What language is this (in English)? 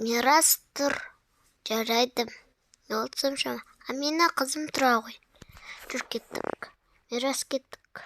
Kazakh